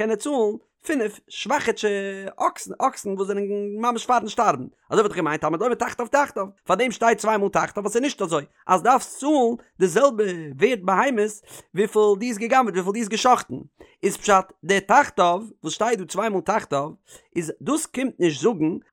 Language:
Yiddish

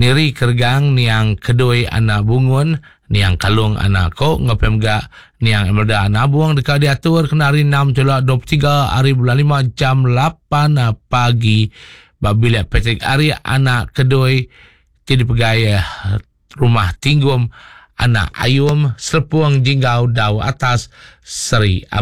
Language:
Iban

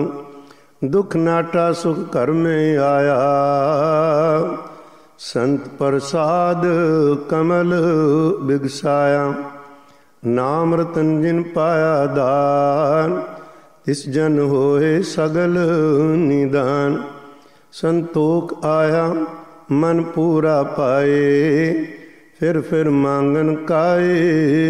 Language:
Punjabi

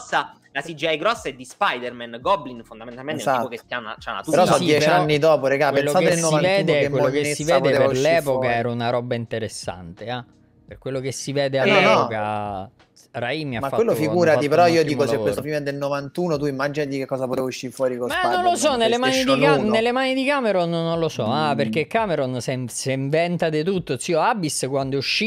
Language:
Italian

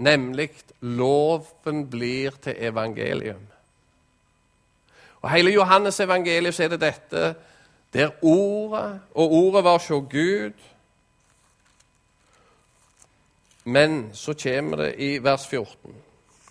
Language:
Norwegian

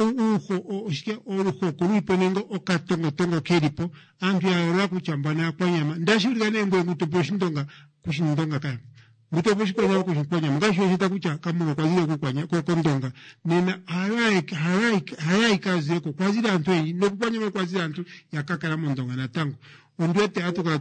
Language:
Kuanyama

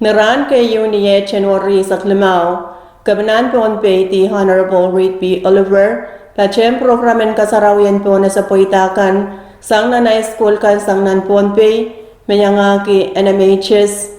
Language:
Pohnpeian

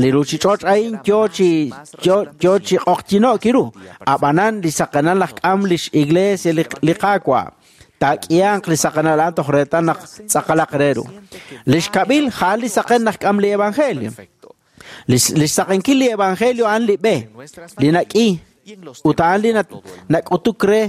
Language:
Kekchí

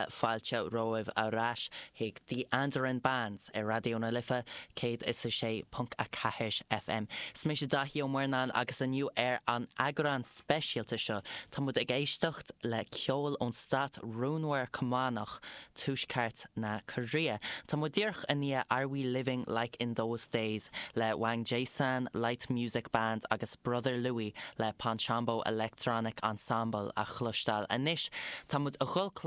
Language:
Irish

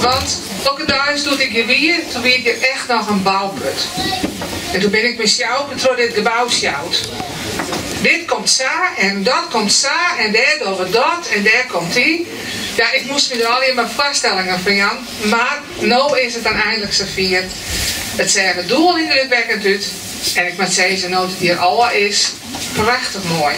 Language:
Western Frisian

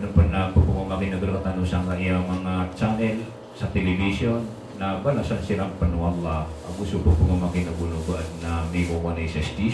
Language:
Maranao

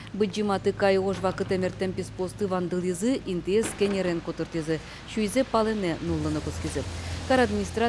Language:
Udmurt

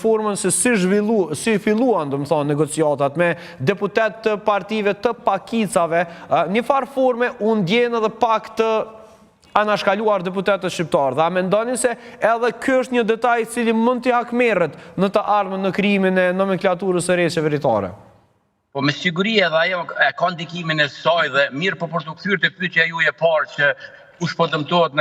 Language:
Albanian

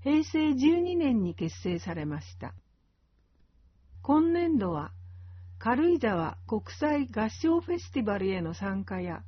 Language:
Japanese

